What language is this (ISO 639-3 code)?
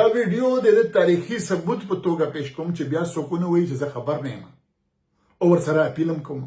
pus